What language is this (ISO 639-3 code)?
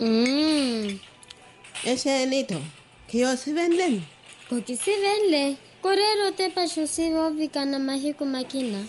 vmw